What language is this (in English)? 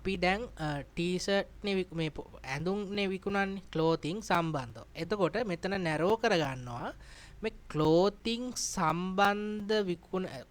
Sinhala